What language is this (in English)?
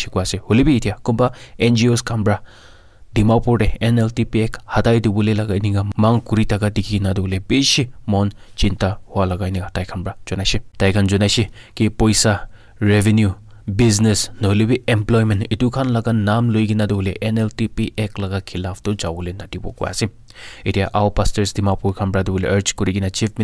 Naga Pidgin